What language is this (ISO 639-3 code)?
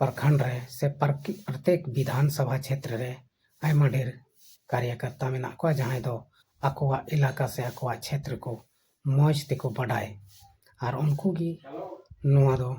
sat